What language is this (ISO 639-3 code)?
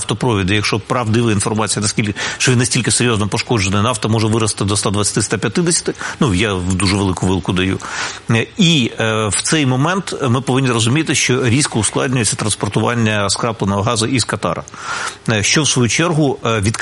ukr